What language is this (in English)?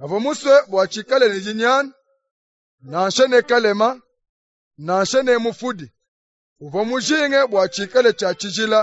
Luba-Lulua